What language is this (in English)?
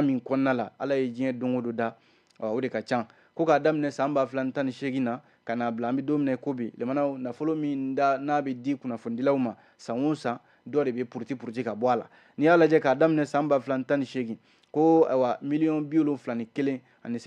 Bambara